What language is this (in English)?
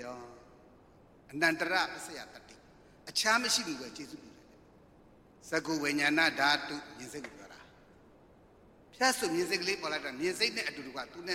Burmese